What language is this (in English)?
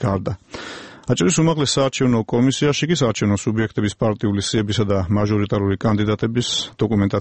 Georgian